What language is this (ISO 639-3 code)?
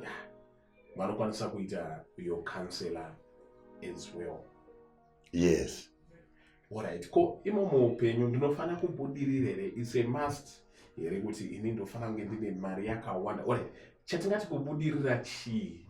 sna